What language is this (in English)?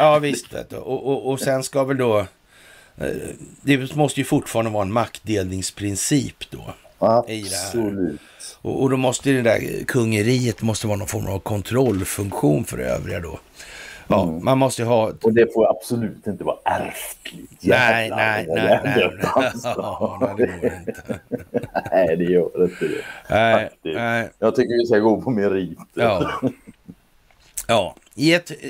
Swedish